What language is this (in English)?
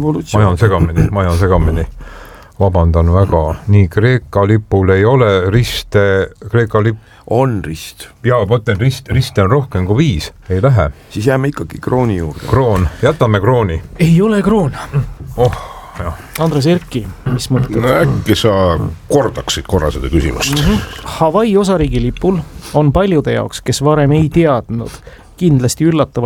Estonian